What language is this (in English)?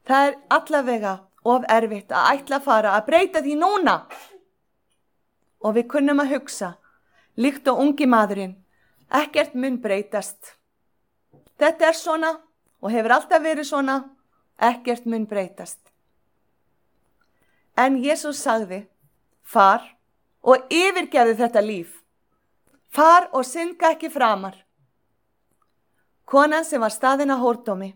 Icelandic